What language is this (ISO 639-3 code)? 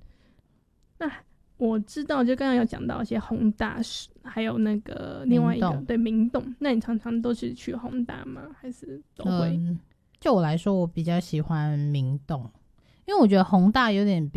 zho